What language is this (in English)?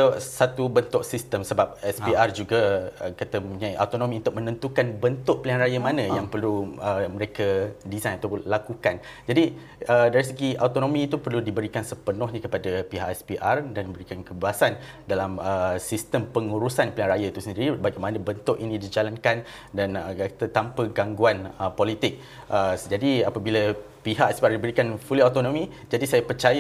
Malay